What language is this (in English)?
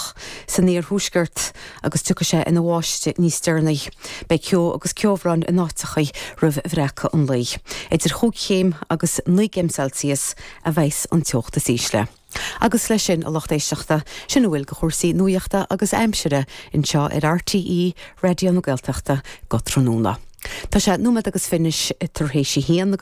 Irish